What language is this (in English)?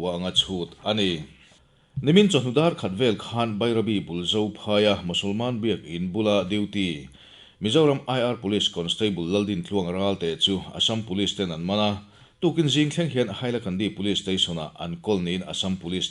Mizo